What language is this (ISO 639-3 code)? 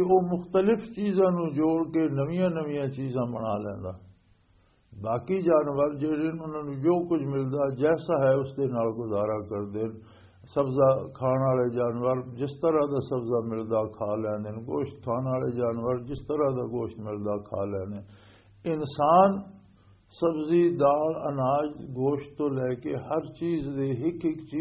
lah